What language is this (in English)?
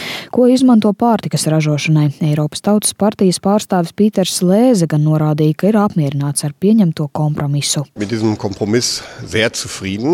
Latvian